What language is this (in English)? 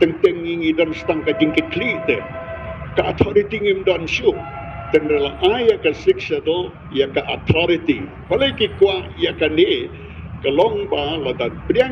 Khasi